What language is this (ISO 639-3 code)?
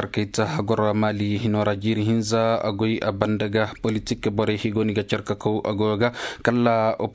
ses